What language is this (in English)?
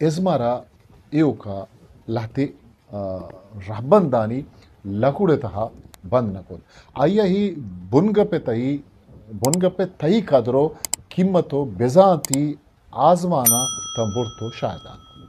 Baluchi